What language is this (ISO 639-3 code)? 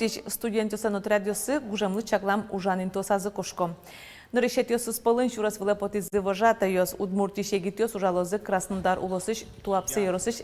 udm